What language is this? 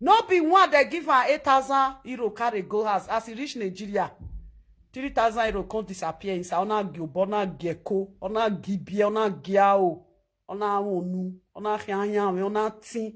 Nigerian Pidgin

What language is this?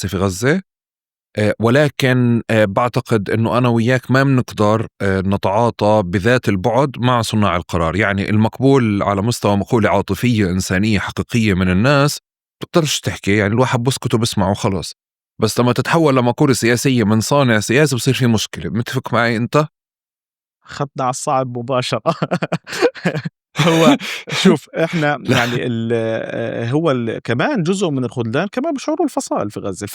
North Levantine Arabic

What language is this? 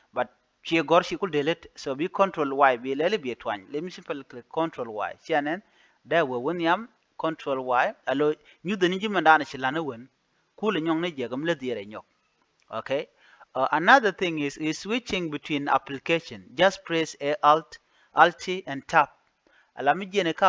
Nuer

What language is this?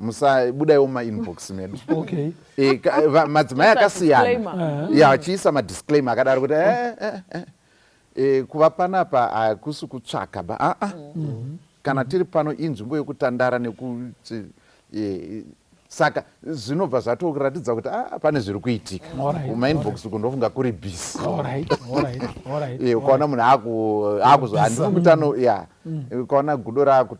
Shona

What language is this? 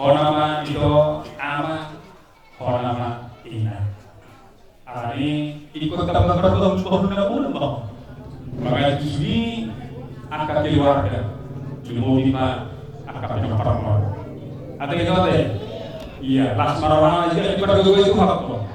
Batak Toba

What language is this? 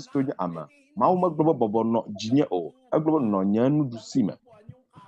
Ewe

